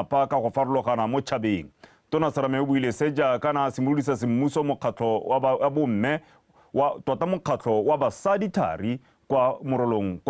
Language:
Tswana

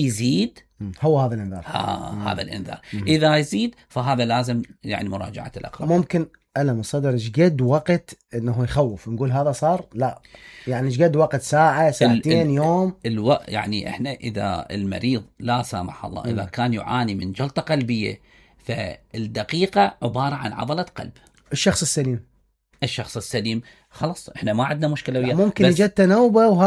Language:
Mesopotamian Arabic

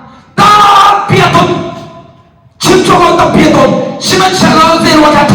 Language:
Hakha Chin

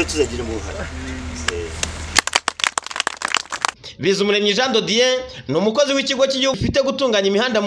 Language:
Kinyarwanda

